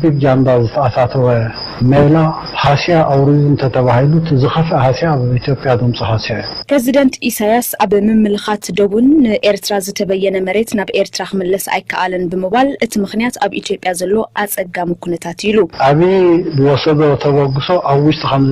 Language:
Tigrinya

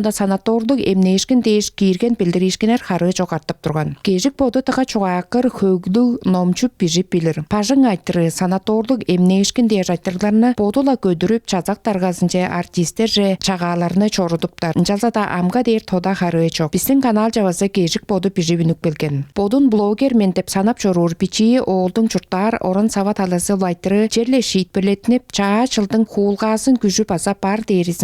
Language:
Tuvinian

